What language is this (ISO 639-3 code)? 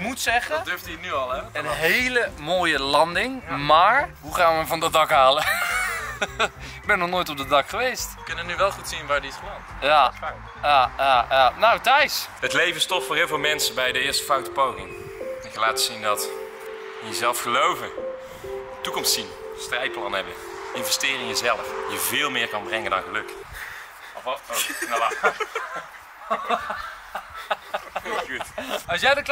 nld